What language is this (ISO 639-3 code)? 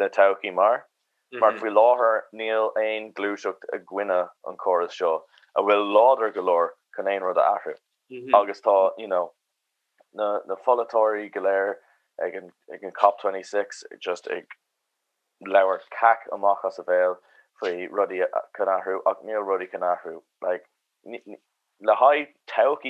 gle